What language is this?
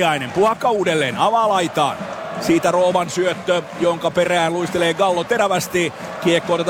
Finnish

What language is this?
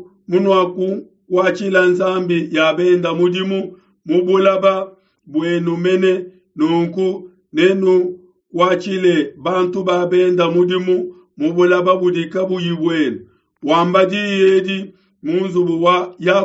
Luba-Lulua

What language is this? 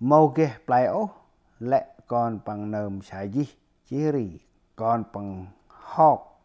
Central Mnong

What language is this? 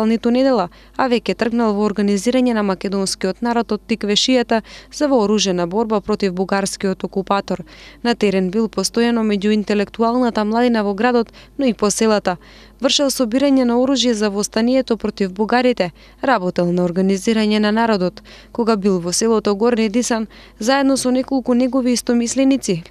Macedonian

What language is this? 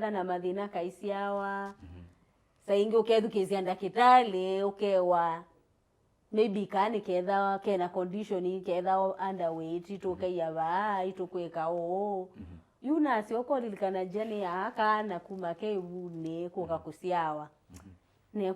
Kamba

